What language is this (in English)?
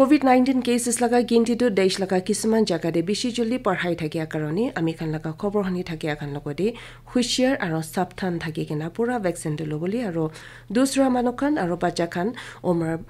Naga Pidgin